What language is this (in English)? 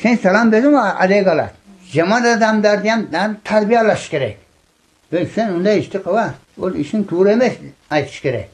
Tajik